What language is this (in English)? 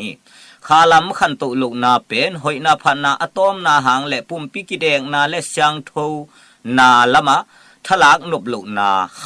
Tedim Chin